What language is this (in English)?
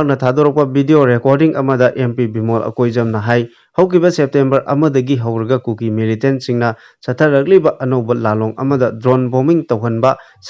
Manipuri